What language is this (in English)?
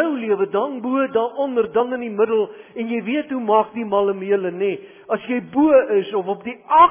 Afrikaans